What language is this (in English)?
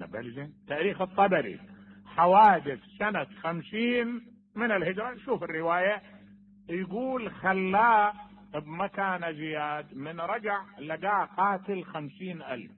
Mesopotamian Arabic